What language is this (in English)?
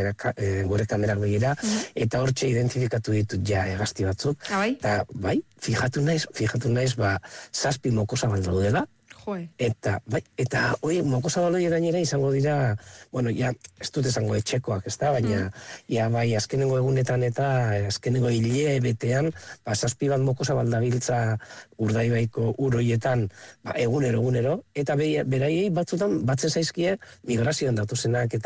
Basque